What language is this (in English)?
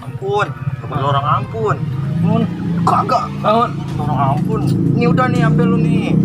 Betawi